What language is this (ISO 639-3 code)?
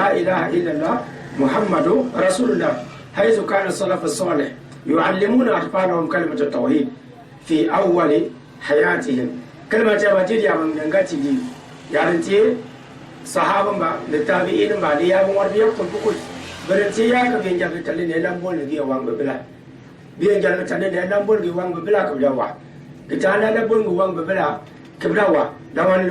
gux